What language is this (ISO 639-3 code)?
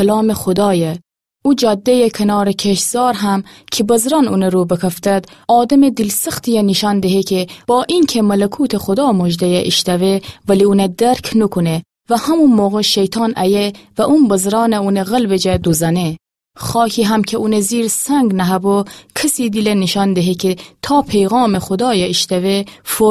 glk